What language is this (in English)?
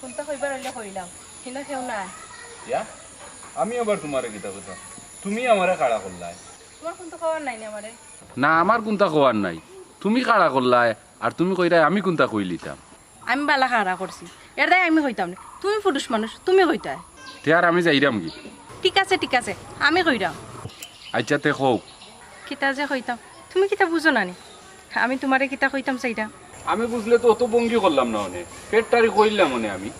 Sylheti